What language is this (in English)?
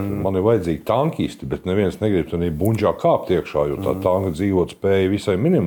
Latvian